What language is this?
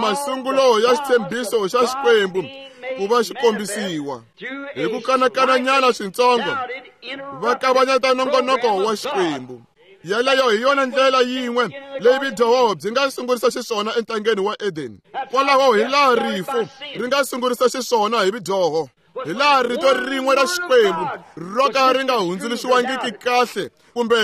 Tsonga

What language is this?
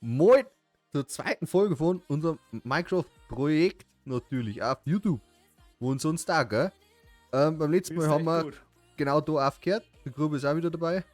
Bavarian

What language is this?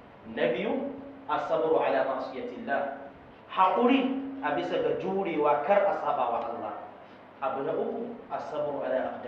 Hausa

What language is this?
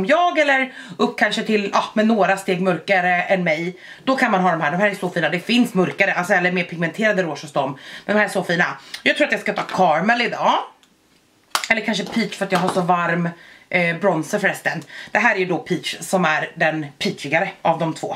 Swedish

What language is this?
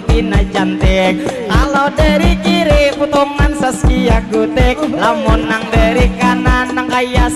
Banjar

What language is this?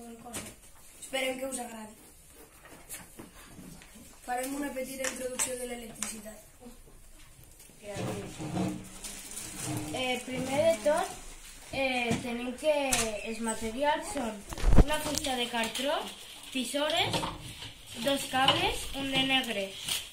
Catalan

